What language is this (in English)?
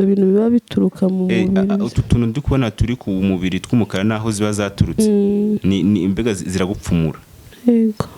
Kinyarwanda